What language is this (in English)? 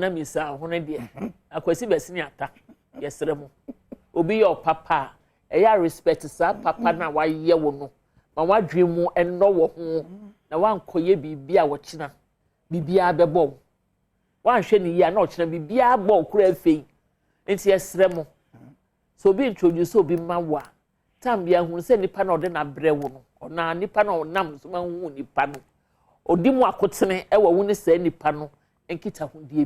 Akan